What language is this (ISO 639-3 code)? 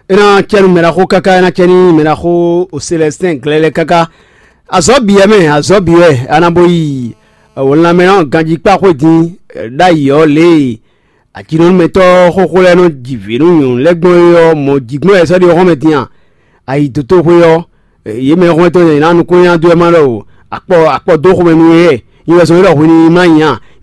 fon